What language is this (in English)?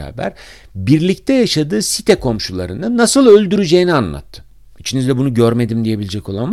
Turkish